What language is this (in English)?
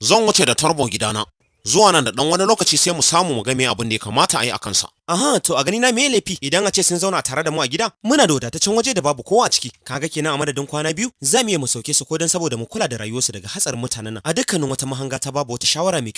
Hausa